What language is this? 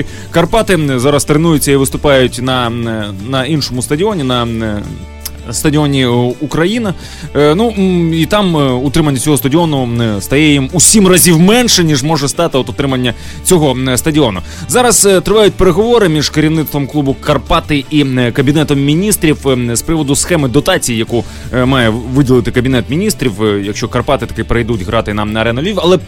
Ukrainian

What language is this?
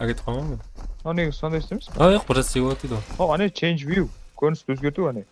Kara-Kalpak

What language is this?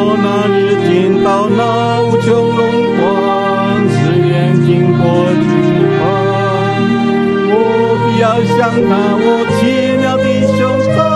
Chinese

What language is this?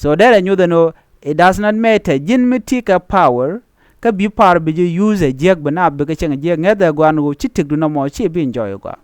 Nuer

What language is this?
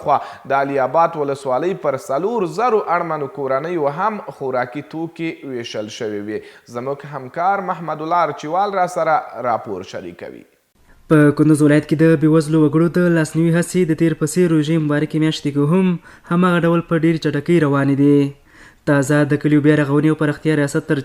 Pashto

